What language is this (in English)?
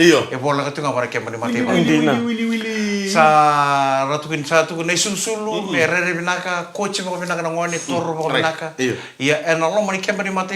Fijian